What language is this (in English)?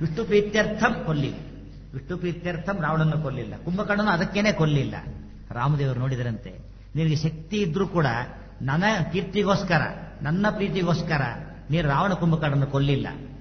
Kannada